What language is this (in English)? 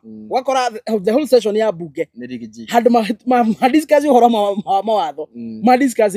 Kikuyu